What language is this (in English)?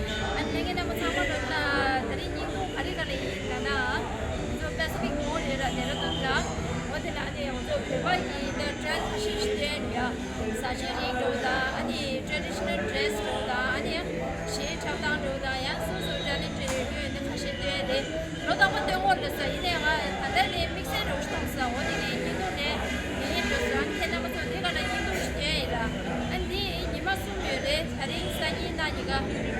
Tibetan